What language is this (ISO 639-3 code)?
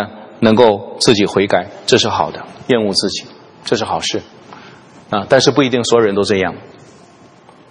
zho